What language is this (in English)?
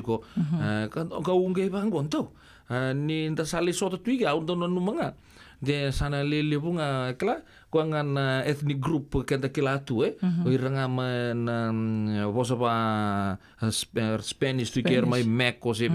Fijian